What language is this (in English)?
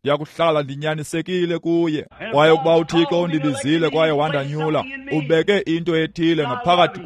Xhosa